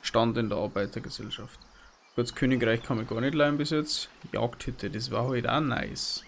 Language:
Bavarian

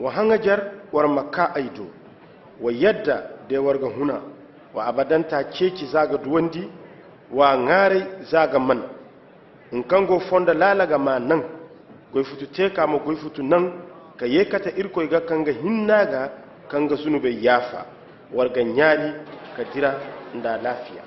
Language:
Koyraboro Senni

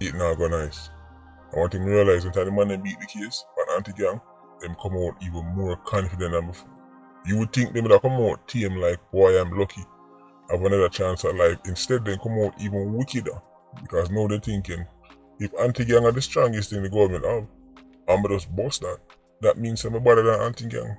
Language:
Jamaican Creole English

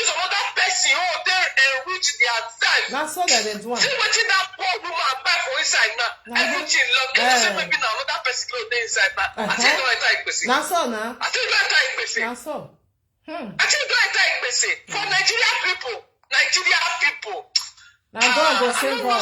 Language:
Nigerian Pidgin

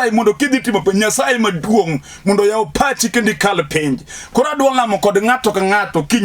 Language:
Luo (Kenya and Tanzania)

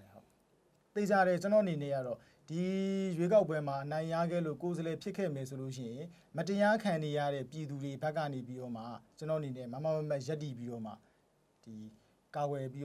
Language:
Burmese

